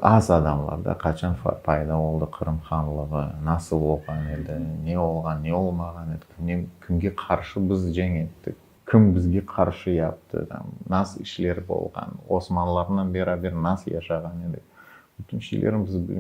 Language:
Crimean Tatar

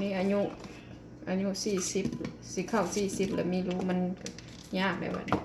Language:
Lao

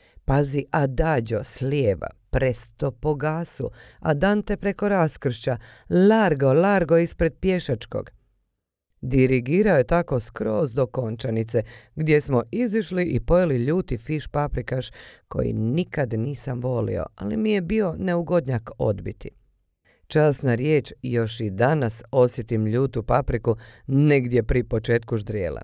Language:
Croatian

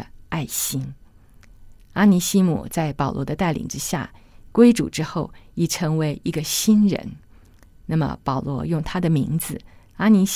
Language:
Chinese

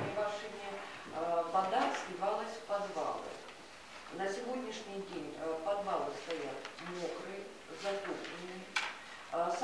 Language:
Russian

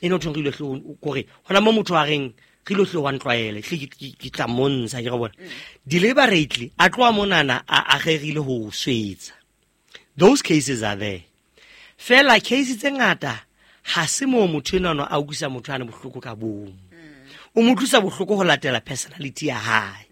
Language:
Southern Sotho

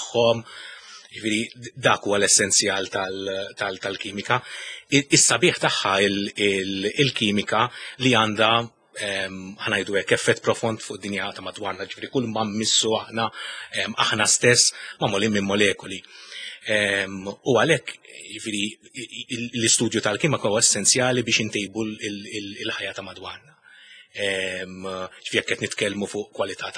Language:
Maltese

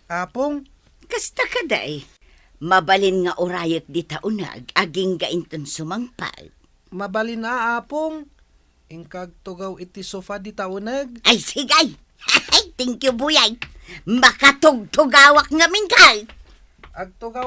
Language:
Iloko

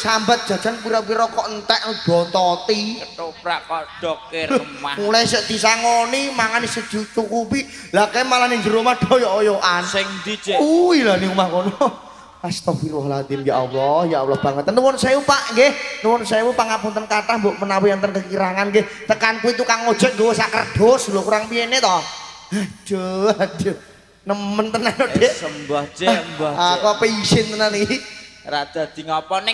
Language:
Javanese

